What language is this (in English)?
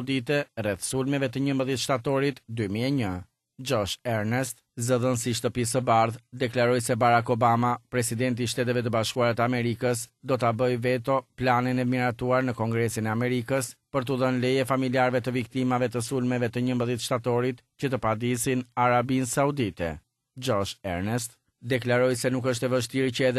Albanian